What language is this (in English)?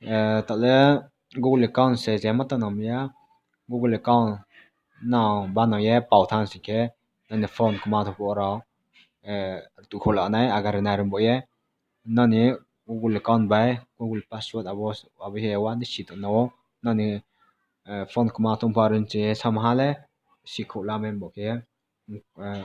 Riang (India)